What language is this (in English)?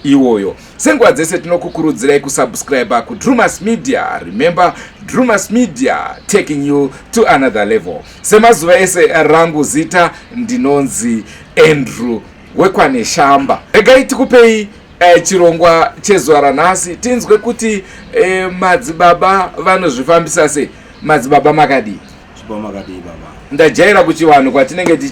Shona